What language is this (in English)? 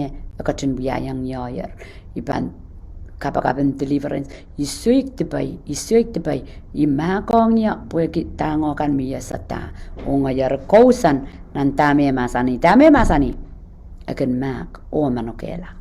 Pohnpeian